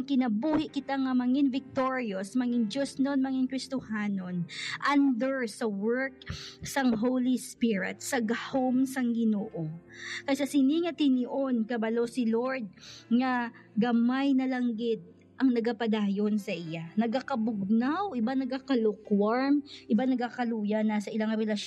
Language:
Hiligaynon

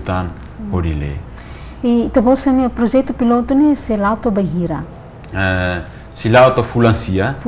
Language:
Tetum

